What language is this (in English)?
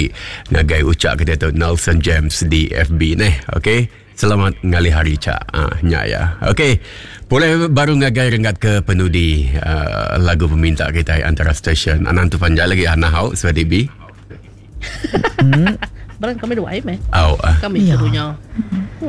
Iban